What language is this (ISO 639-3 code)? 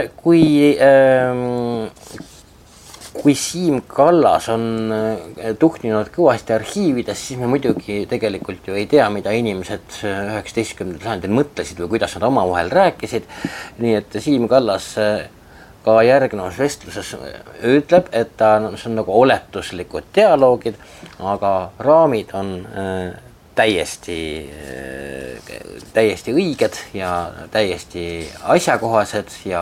est